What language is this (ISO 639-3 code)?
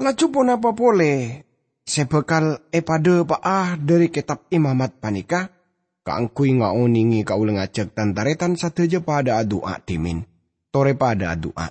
mad